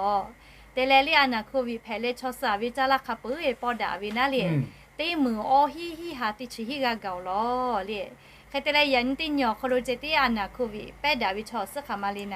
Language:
Lahu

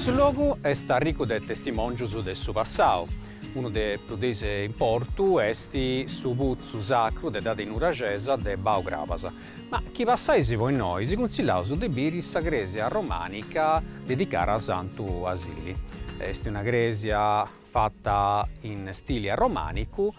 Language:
Sardinian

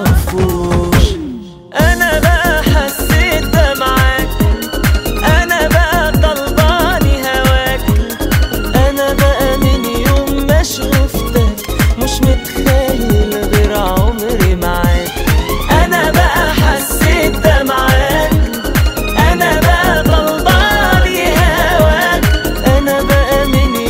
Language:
Egyptian Arabic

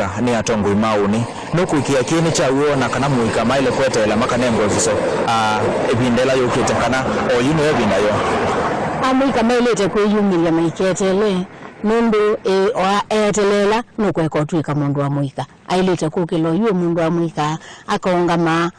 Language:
Kamba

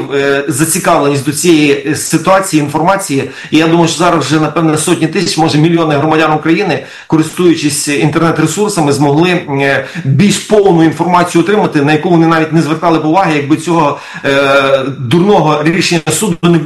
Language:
Ukrainian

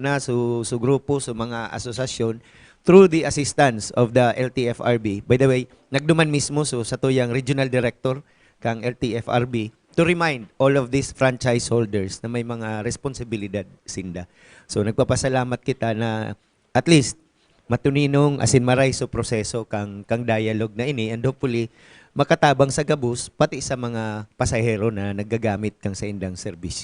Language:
Bikol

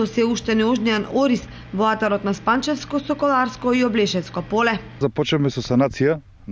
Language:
Macedonian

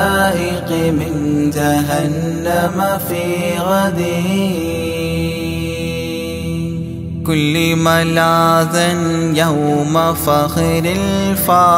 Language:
Arabic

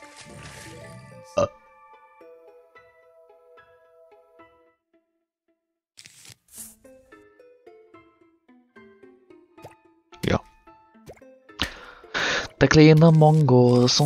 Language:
German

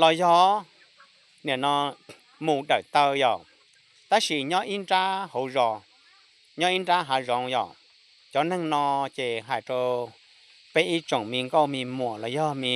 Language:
Hmong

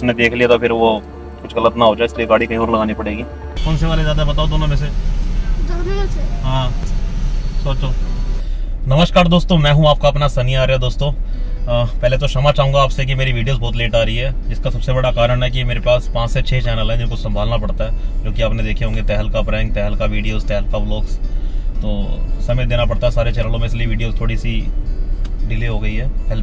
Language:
Hindi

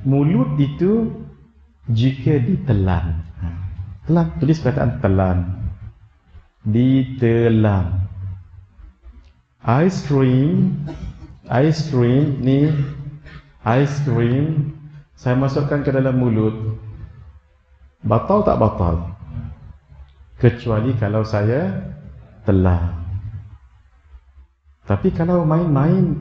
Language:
Malay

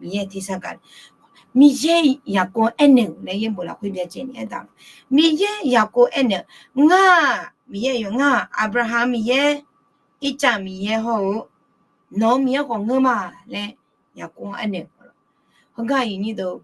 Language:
Akha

